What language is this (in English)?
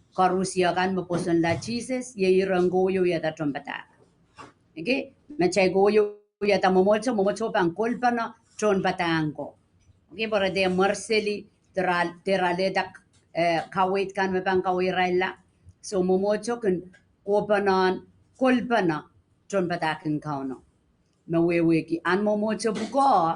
Pohnpeian